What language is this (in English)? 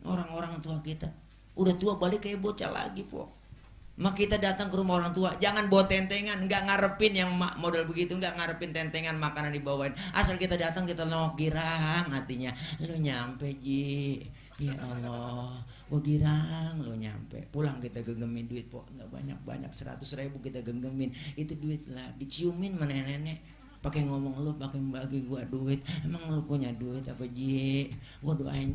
Betawi